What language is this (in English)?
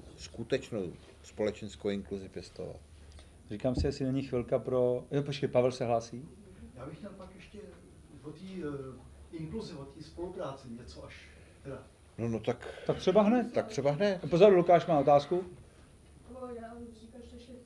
Czech